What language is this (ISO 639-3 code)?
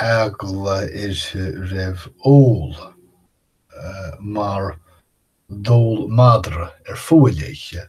gle